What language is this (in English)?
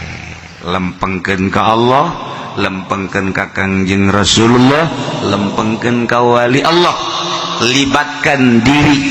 Sundanese